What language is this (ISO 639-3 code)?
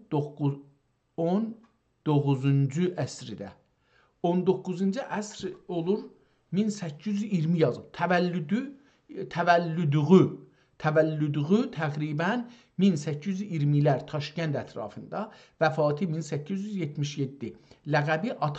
azb